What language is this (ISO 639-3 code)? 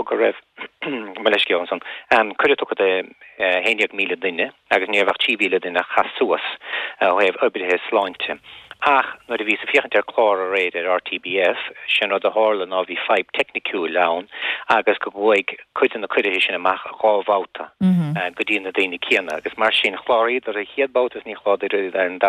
gle